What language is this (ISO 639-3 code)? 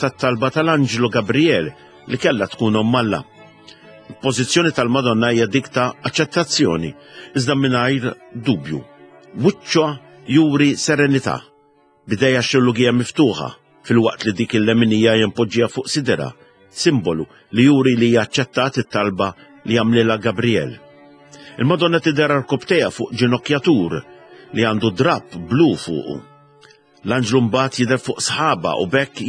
mlt